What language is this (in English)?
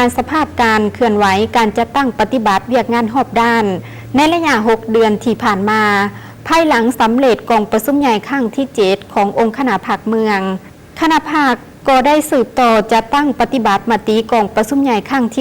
Lao